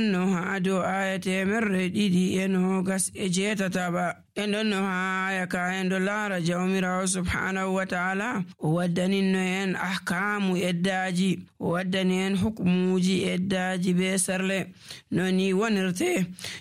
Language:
Nigerian Fulfulde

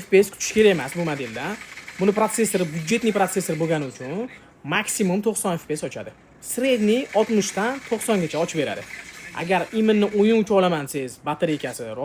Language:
Uzbek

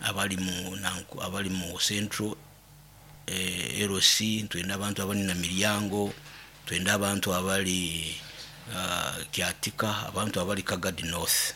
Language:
Nyoro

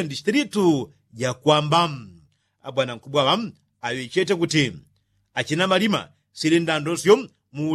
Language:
Yao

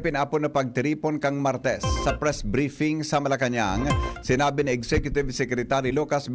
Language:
Bikol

